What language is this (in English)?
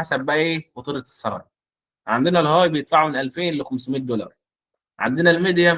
Egyptian Arabic